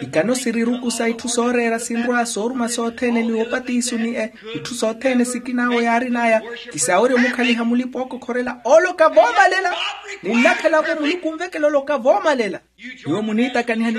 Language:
Makhuwa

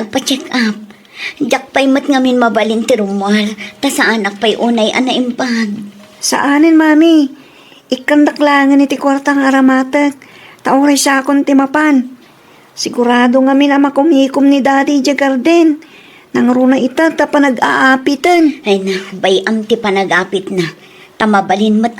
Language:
Iloko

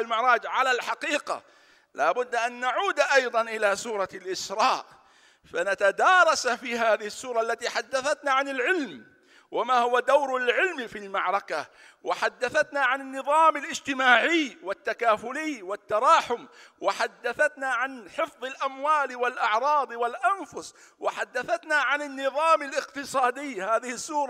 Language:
Arabic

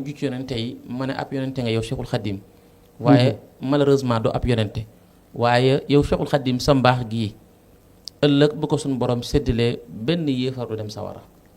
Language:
Wolof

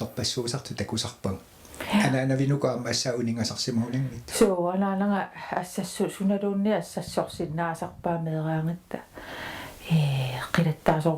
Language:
Kalaallisut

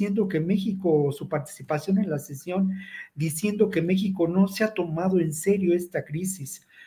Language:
Spanish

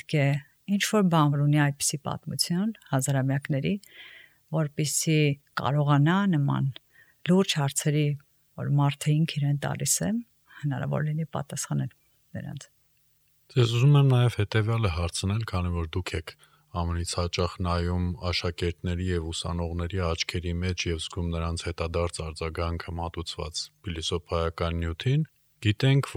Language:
Armenian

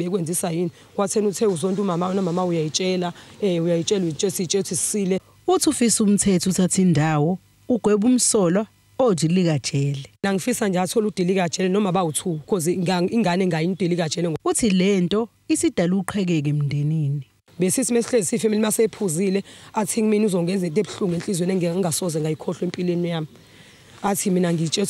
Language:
Zulu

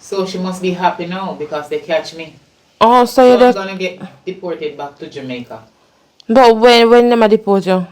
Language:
Jamaican Creole English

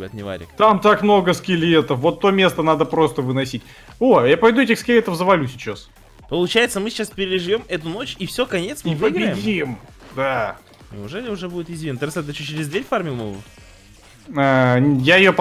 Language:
Russian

